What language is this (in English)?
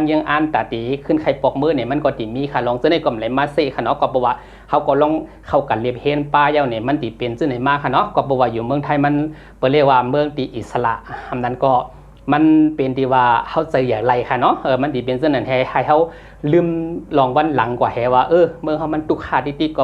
Shan